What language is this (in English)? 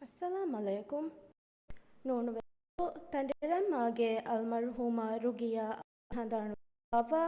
Divehi